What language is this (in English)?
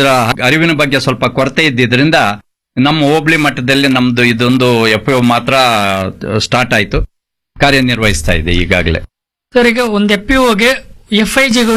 Kannada